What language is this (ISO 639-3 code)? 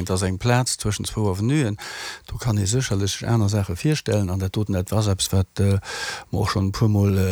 ltz